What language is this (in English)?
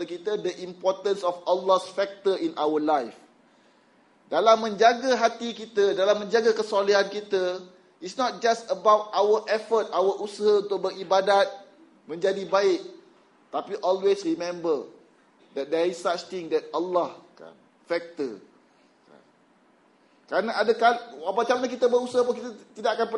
Malay